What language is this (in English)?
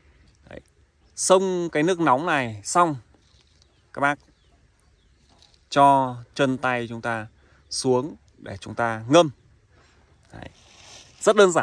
Vietnamese